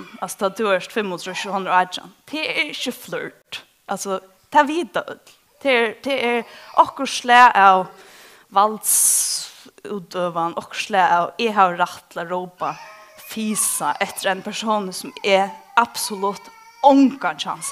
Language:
Faroese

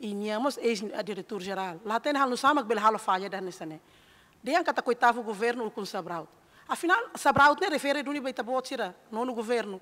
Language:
Tetum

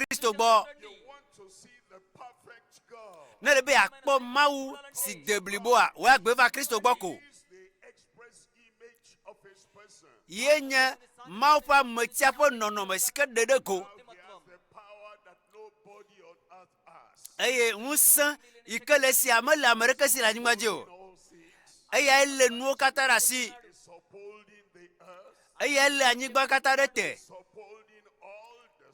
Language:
Ewe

